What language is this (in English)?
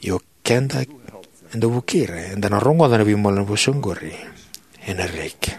Fijian